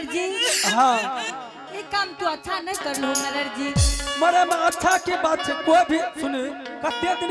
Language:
Angika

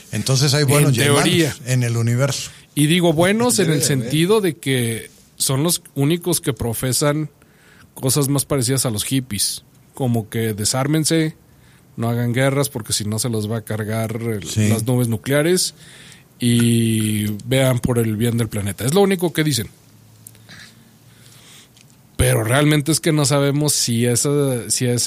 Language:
Spanish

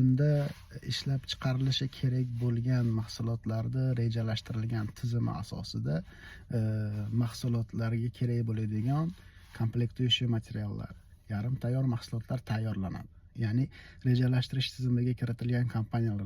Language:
Uzbek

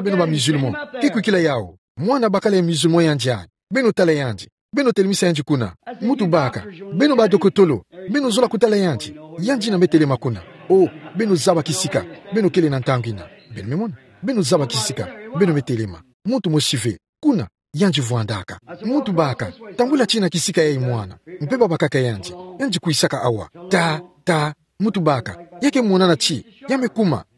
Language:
Kituba (Democratic Republic of Congo)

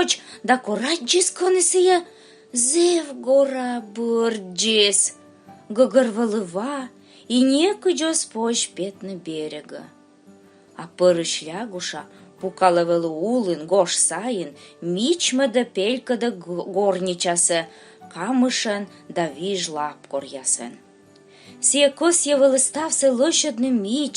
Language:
Komi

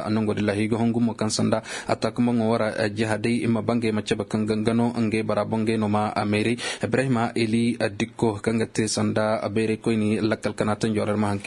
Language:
Koyraboro Senni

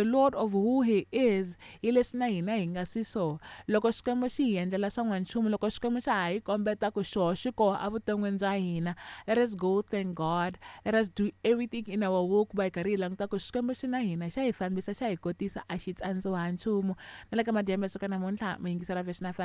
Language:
Tsonga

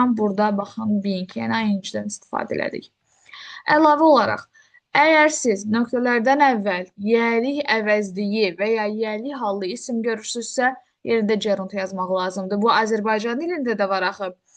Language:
Azerbaijani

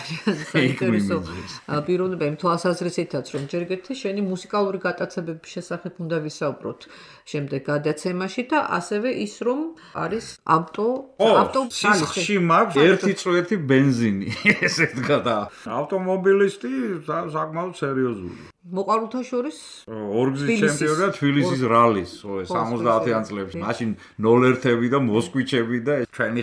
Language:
Georgian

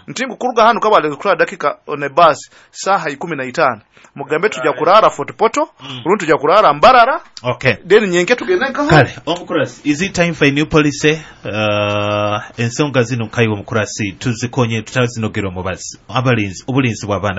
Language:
Nyoro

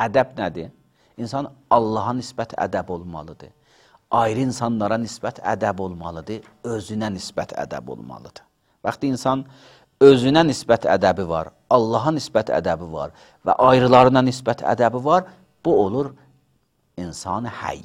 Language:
Azerbaijani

